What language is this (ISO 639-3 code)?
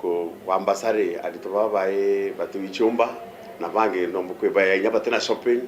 mer